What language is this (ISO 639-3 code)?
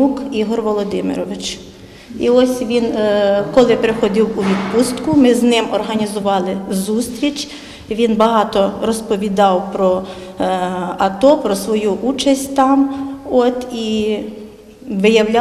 ukr